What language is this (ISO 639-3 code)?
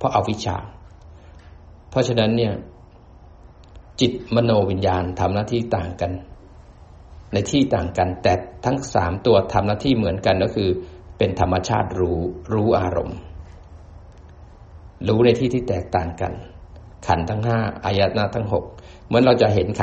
tha